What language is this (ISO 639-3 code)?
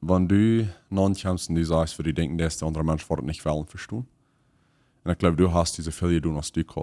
pdt